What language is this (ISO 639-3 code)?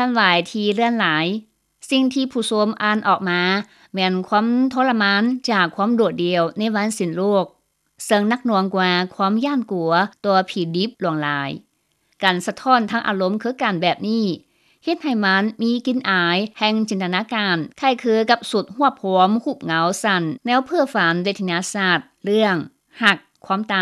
lao